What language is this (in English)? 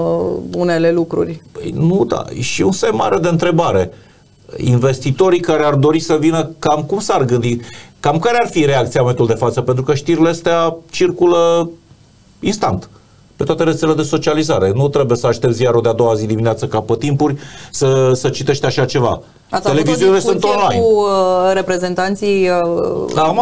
Romanian